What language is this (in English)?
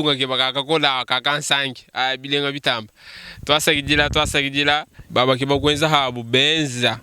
Luba-Lulua